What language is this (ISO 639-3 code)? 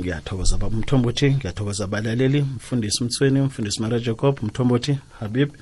nbl